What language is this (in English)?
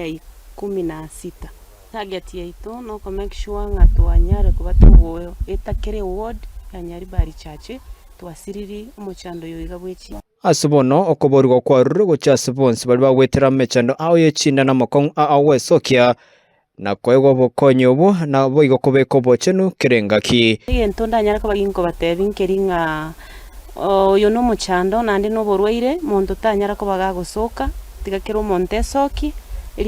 Gusii